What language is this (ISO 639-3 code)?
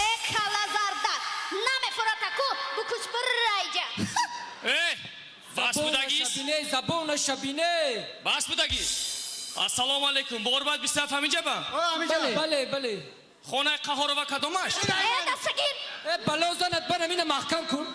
tgk